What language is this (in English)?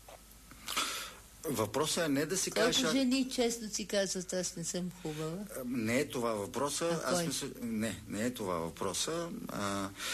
Bulgarian